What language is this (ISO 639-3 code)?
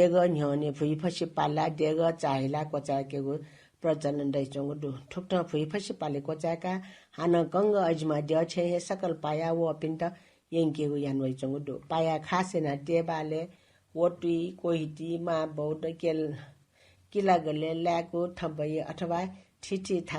new